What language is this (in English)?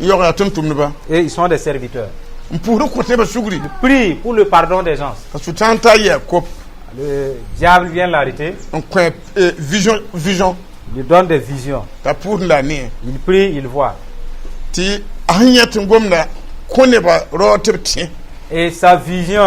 Mossi